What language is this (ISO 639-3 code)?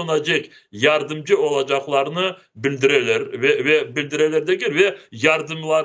crh